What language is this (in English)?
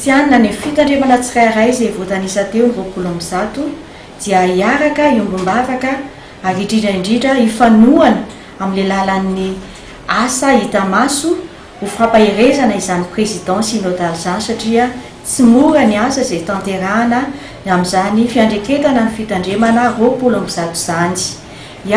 Malagasy